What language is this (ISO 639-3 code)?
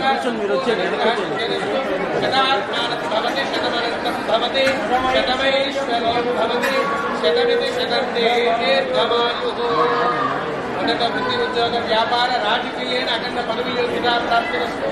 tel